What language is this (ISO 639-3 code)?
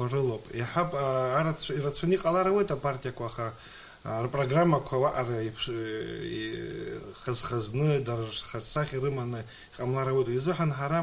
abk